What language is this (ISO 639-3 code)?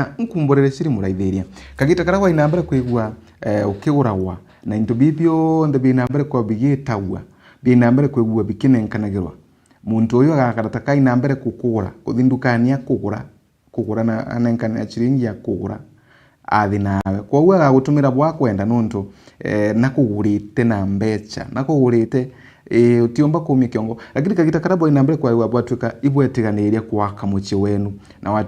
mer